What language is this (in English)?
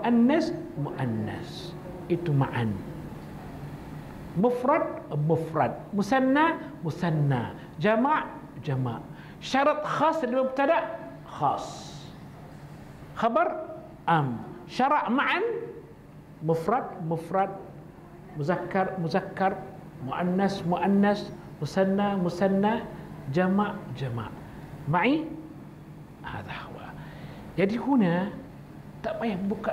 Malay